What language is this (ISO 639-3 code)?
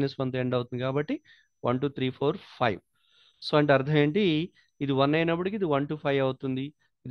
tel